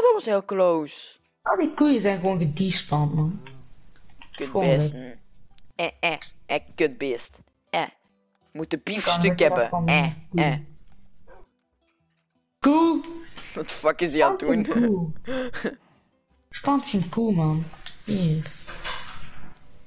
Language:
Dutch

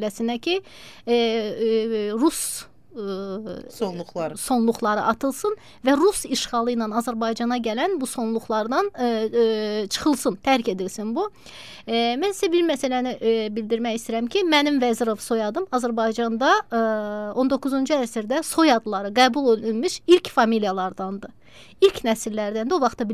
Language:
Azerbaijani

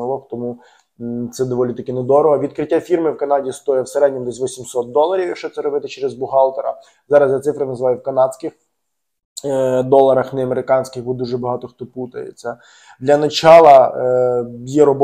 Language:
Ukrainian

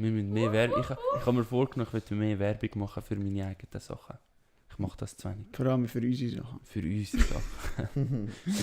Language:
Swiss German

